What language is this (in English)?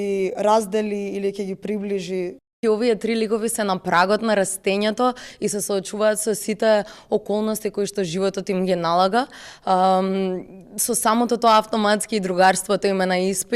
Macedonian